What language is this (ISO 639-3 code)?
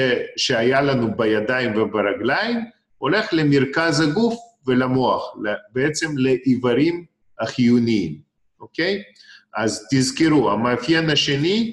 heb